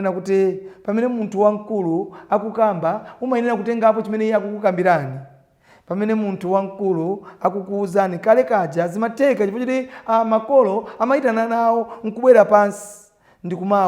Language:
Nyanja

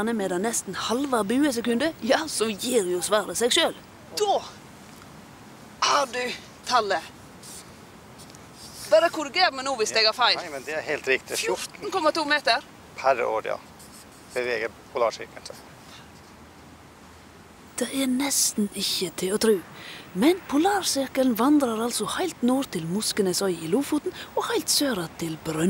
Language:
Norwegian Bokmål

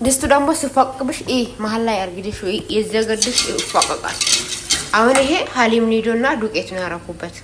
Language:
Amharic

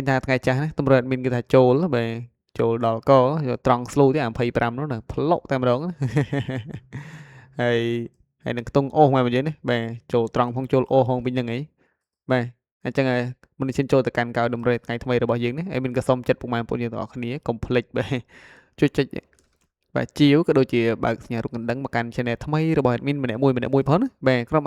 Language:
Khmer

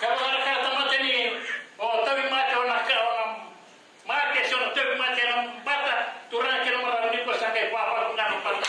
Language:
Fijian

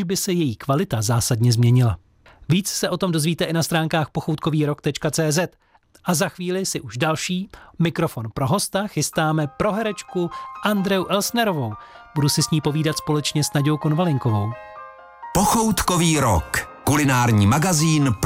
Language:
Czech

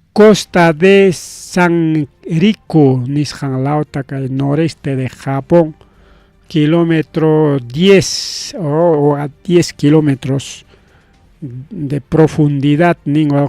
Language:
Ayacucho Quechua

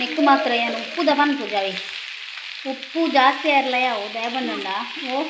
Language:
Tulu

